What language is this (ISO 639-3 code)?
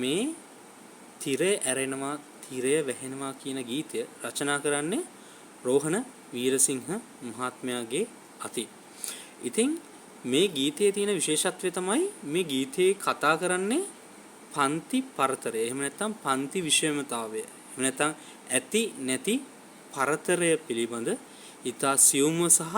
sin